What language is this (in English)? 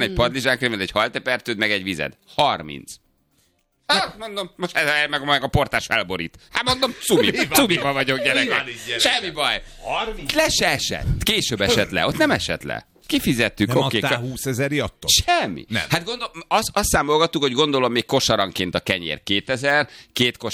Hungarian